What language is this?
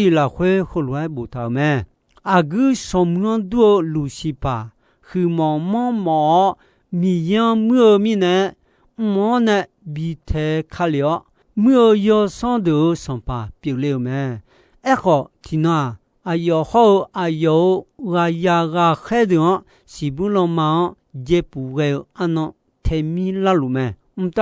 Akha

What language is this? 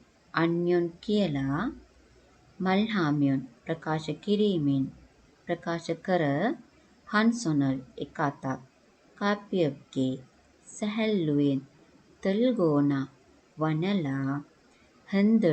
Sinhala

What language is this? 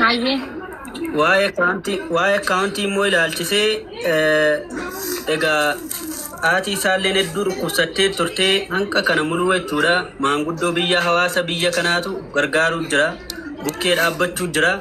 Oromo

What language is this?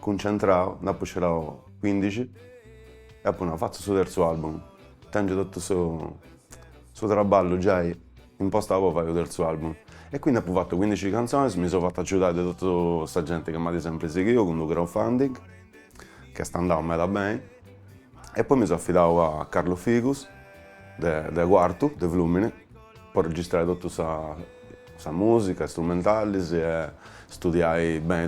Sardinian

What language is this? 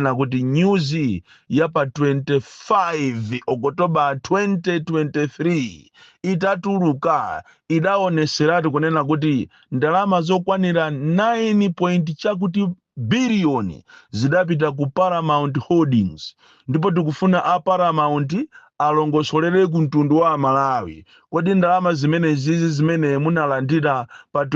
Nyanja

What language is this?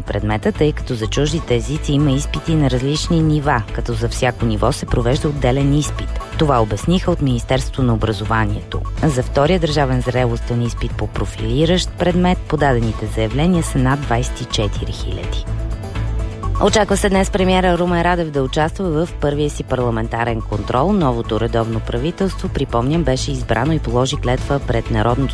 Bulgarian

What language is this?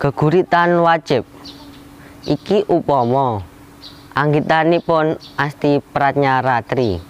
Javanese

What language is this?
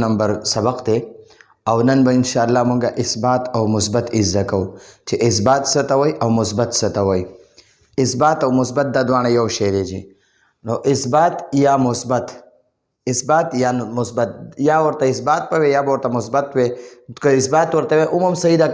Pashto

